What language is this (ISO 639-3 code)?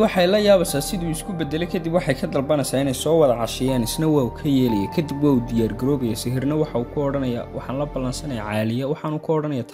som